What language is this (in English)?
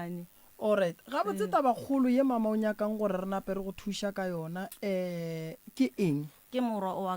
Northern Sotho